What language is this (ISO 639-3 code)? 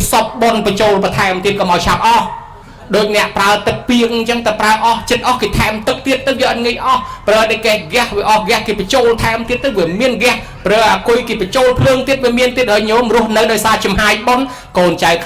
khm